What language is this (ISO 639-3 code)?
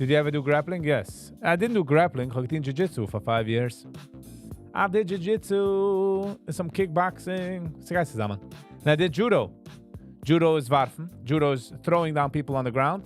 yid